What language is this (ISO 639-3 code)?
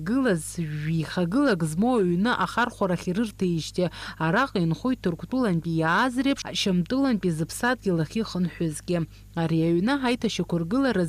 abk